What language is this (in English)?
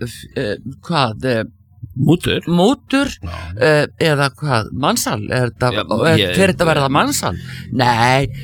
Icelandic